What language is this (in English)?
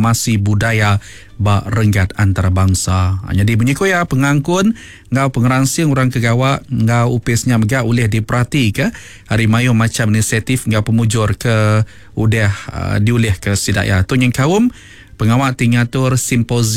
Iban